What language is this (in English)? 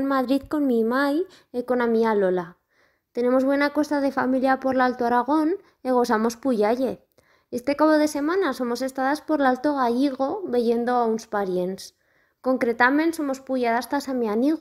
Aragonese